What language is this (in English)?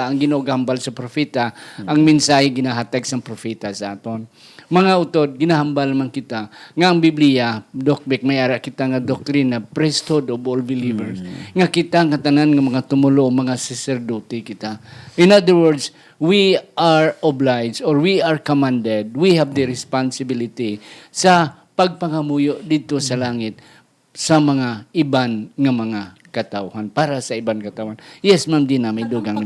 Hiligaynon